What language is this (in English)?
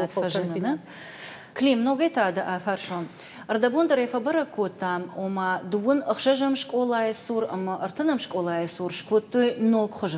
Ossetic